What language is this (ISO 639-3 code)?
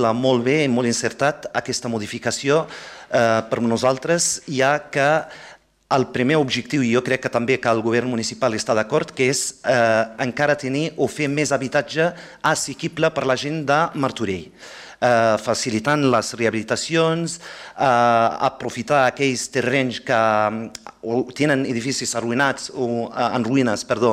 cat